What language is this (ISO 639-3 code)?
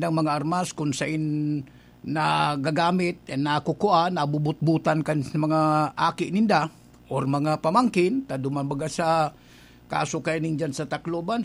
bik